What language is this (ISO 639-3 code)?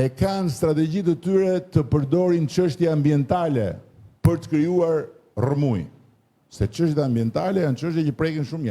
sqi